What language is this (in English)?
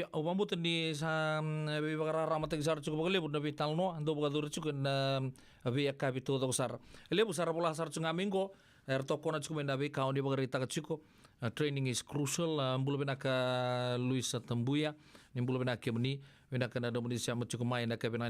Fijian